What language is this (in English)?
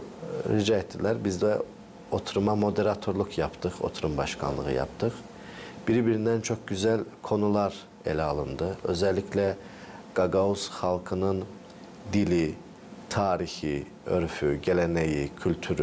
Gagauz